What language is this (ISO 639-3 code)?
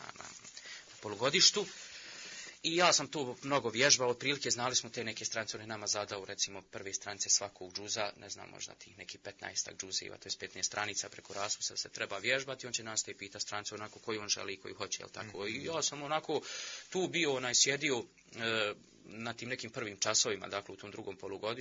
bos